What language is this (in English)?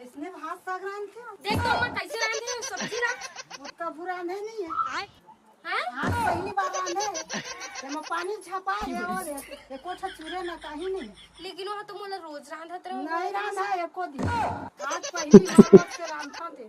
Chhattisgarhi